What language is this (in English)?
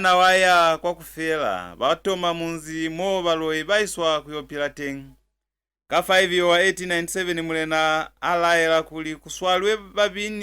Lozi